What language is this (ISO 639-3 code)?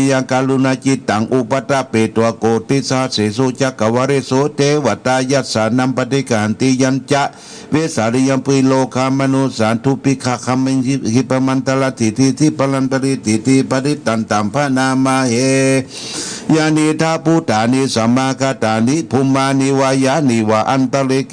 pli